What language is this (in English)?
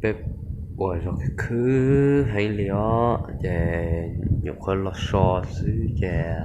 Hmong